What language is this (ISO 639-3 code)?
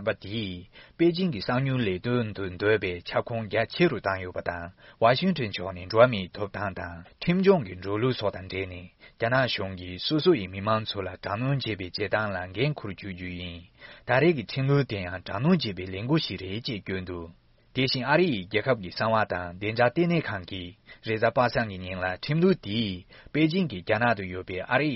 bod